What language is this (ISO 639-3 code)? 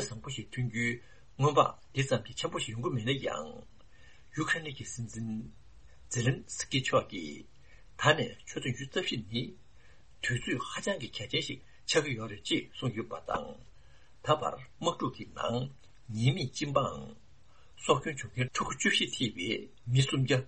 bod